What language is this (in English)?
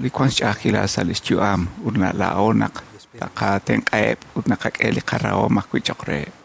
Kekchí